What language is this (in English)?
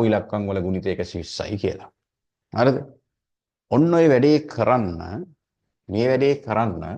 Sinhala